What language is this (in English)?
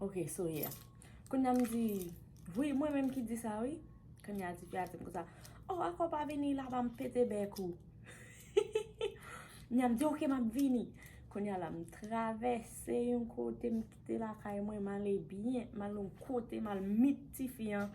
Haitian Creole